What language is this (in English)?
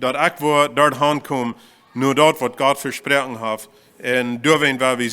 Plautdietsch